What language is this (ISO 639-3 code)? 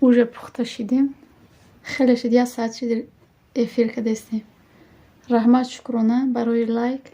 tgk